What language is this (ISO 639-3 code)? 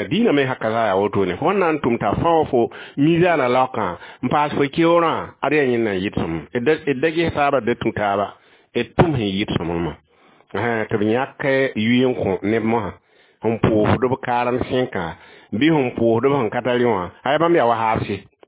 mos